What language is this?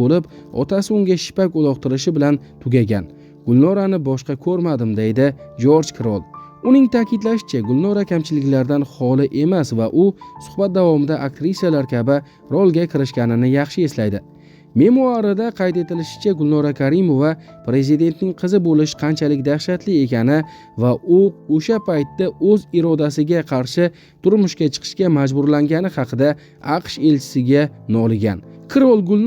Uzbek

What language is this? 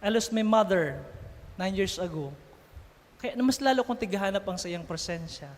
Bikol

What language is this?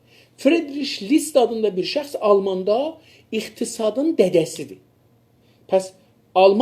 South Azerbaijani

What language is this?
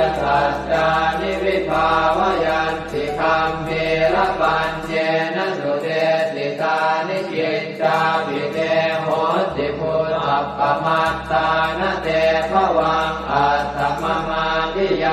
Pali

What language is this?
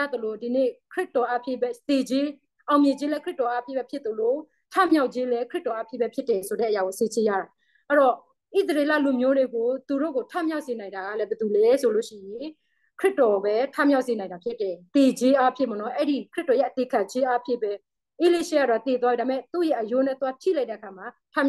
Burmese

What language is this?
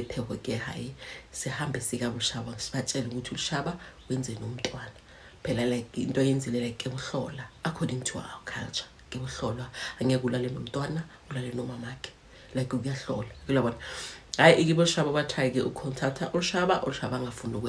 Zulu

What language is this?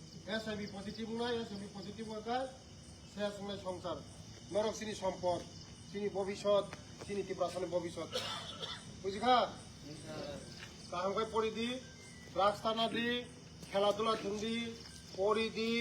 Kok Borok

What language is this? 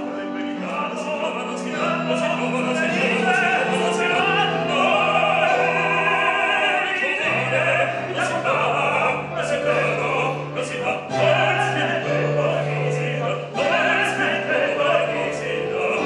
Italian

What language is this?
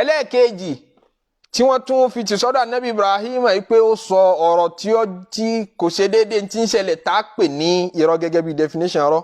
Yoruba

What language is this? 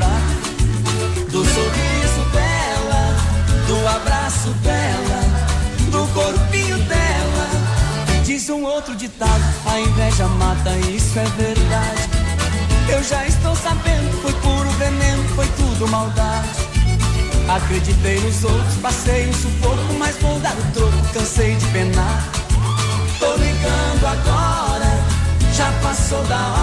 Portuguese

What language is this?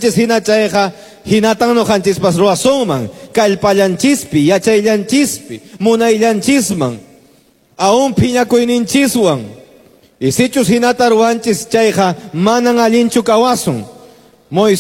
Quechua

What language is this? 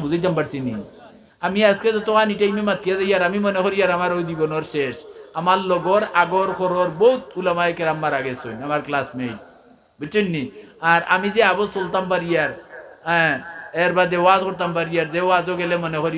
Sylheti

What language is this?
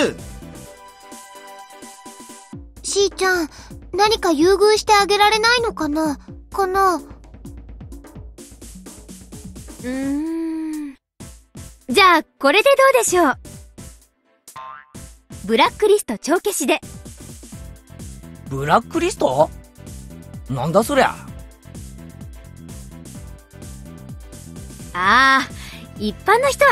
Japanese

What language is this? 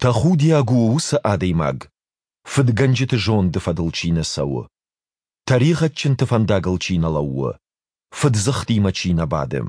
Ossetic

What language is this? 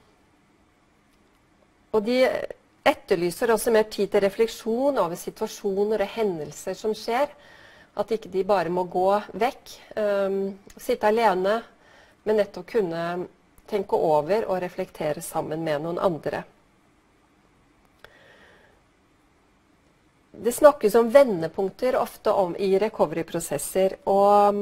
Norwegian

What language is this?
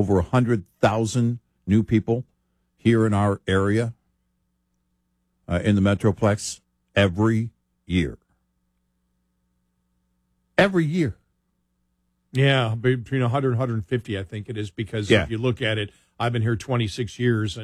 English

